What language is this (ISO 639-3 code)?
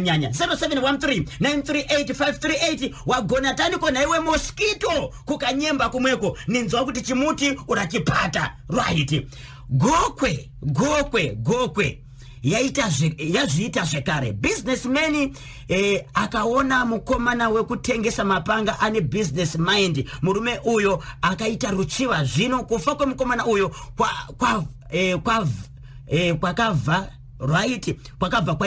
sna